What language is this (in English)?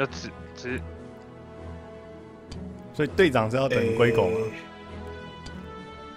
Chinese